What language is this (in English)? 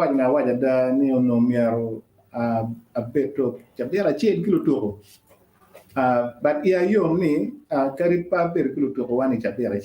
Acoli